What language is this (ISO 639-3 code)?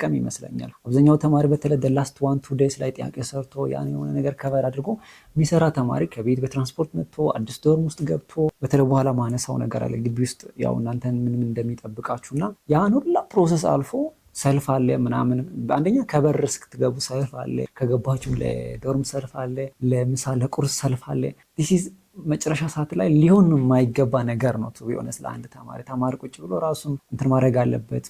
amh